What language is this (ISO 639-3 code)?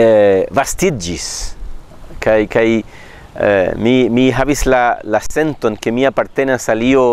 epo